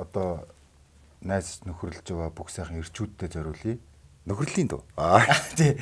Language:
Mongolian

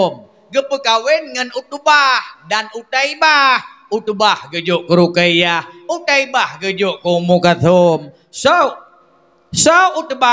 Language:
Achinese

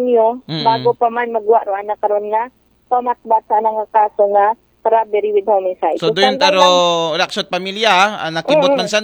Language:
Aklanon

